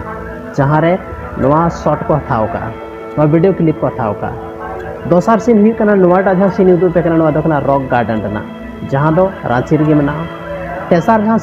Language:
Santali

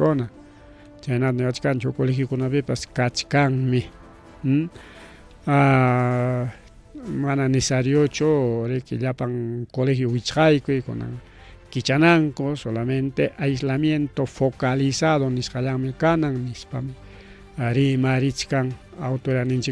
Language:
Ayacucho Quechua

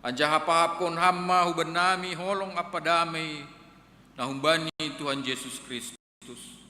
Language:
Batak Simalungun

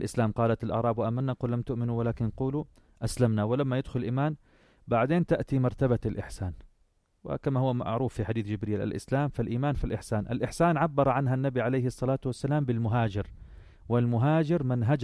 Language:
North Levantine Arabic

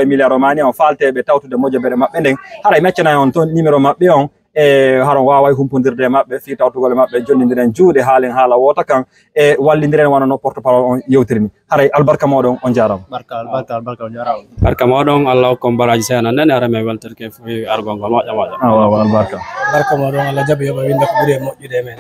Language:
Fula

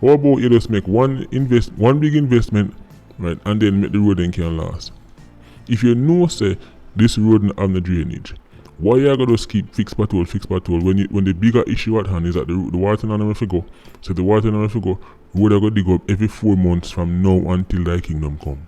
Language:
Jamaican Creole English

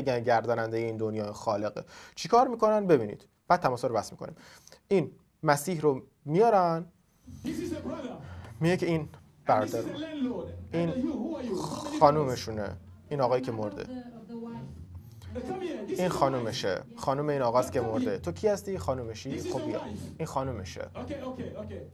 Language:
Persian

